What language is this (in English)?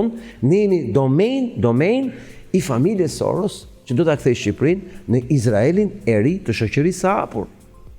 Albanian